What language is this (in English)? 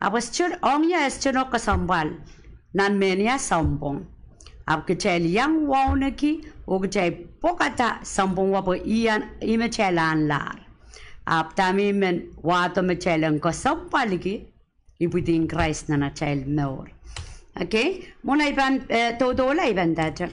Pohnpeian